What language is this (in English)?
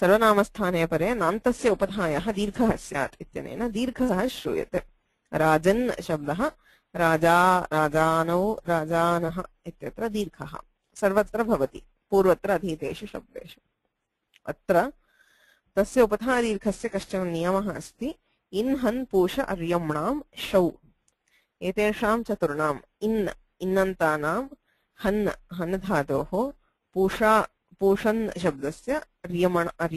Sanskrit